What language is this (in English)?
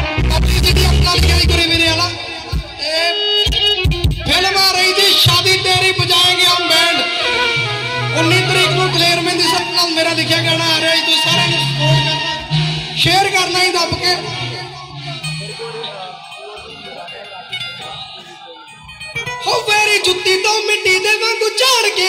Punjabi